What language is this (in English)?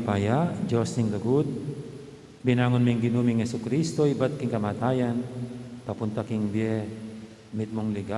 Pampanga